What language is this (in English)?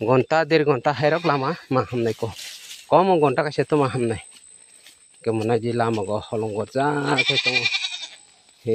Kok Borok